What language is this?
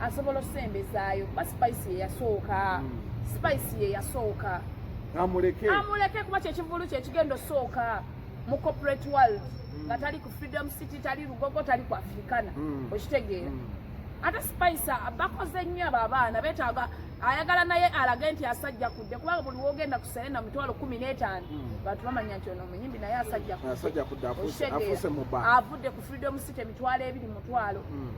Ganda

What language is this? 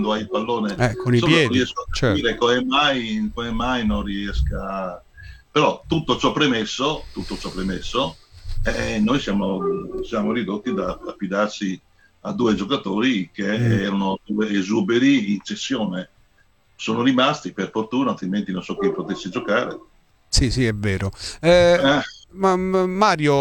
Italian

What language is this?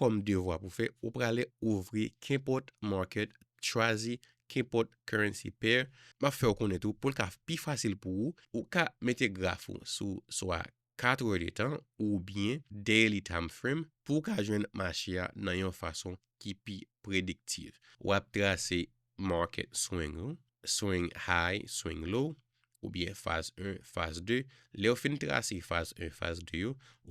Haitian Creole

